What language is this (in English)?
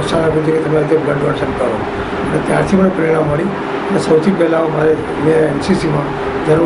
Gujarati